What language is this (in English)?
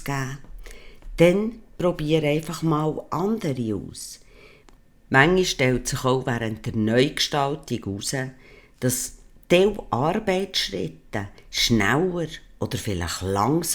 Swiss German